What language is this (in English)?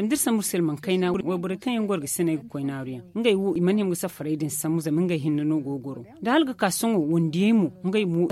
Zarma